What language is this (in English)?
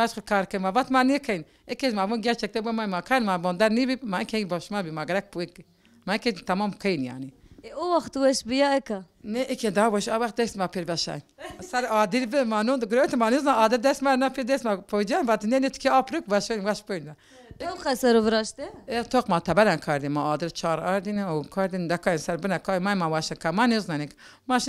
Zaza